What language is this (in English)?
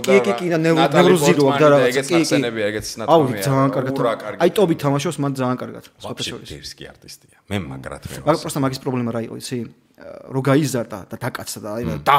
Georgian